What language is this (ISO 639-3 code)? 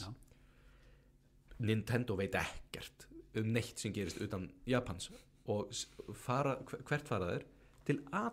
isl